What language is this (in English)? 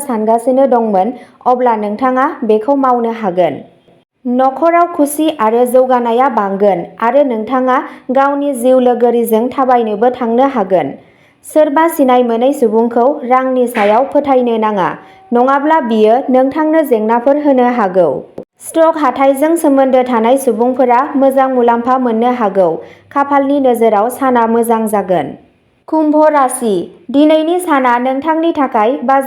Bodo